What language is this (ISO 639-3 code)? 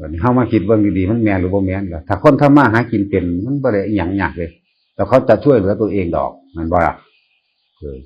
tts